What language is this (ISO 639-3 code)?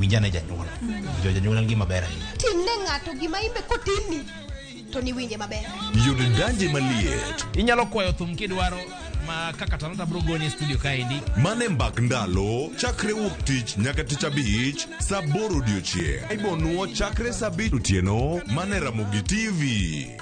luo